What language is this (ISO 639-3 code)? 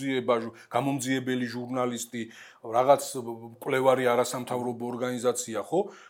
kat